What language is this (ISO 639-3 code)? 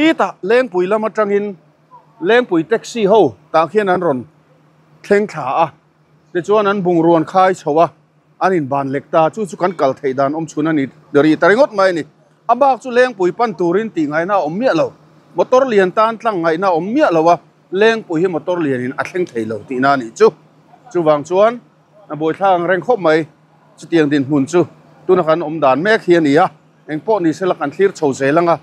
lus